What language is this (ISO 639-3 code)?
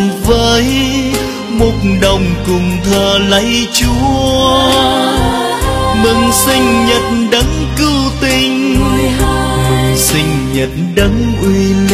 vie